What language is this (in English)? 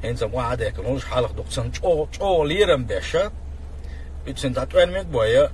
Chechen